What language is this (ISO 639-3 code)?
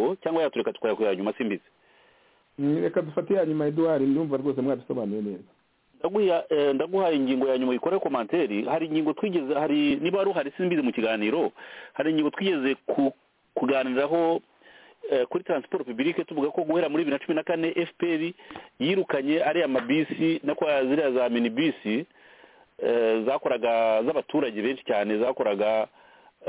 kin